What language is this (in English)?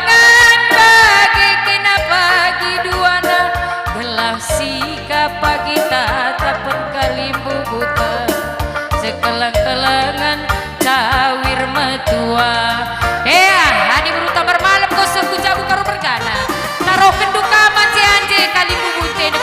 Batak Karo